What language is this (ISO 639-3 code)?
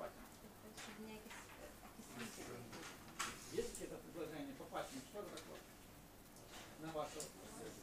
rus